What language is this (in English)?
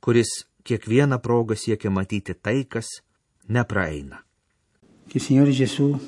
Lithuanian